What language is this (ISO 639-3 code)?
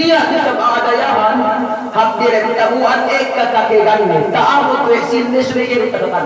yka